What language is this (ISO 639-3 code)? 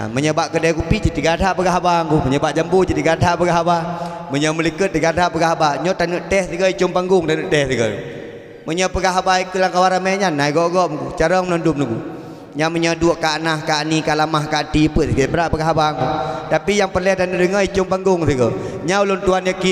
ace